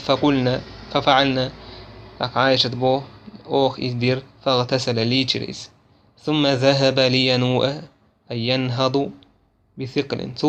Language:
Chechen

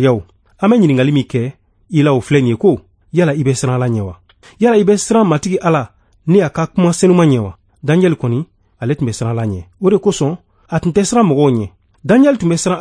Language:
Bambara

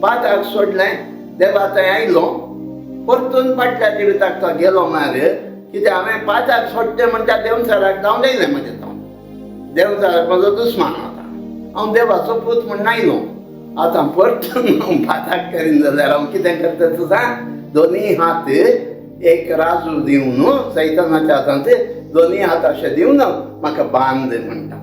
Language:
Konkani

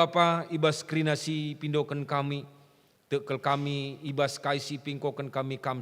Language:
Batak Karo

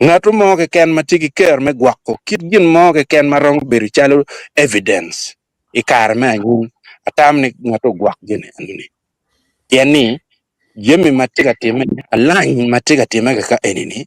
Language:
Acoli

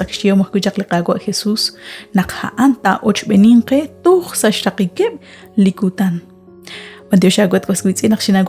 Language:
Kekchí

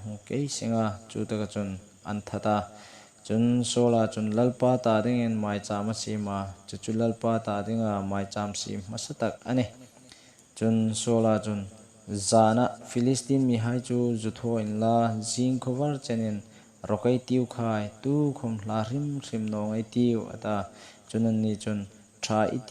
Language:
Hmar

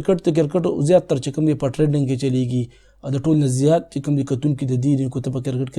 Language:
Pashto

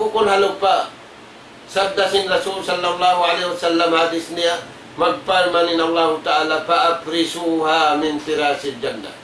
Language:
Tausug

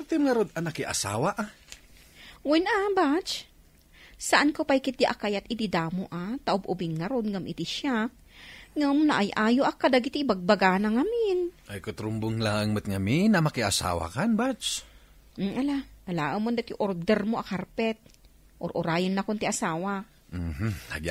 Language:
Iloko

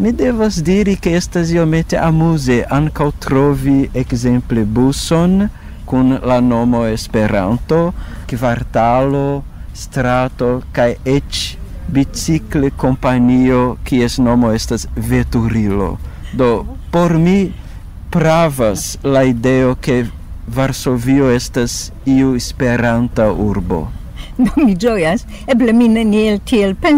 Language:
Esperanto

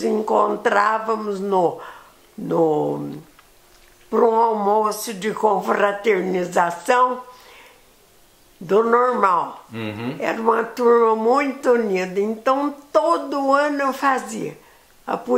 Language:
Portuguese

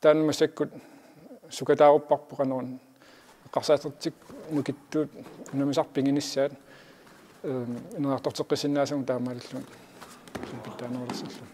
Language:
Kalaallisut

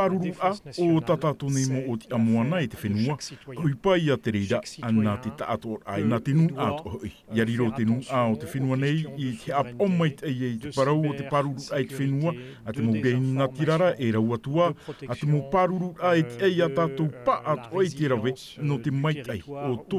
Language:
Tahitian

